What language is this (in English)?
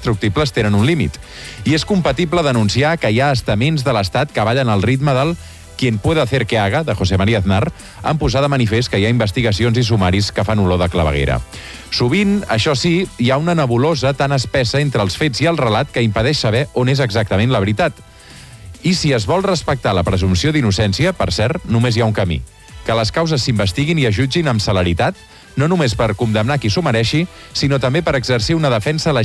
Catalan